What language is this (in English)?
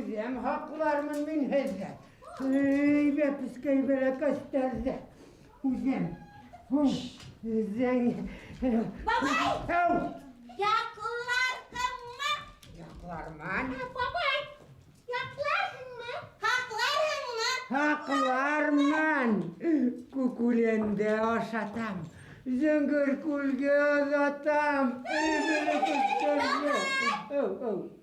Bashkir